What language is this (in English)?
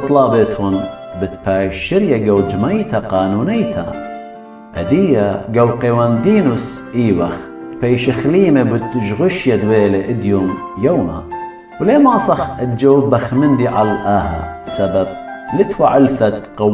Assyrian Neo-Aramaic